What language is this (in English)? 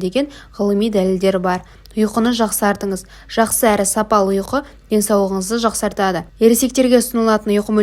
Kazakh